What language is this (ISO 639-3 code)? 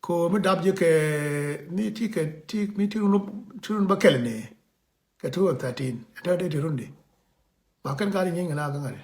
nus